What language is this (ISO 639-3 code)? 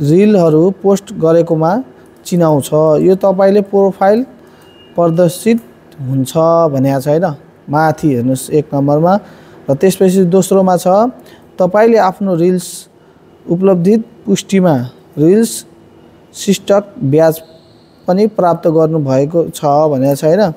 nep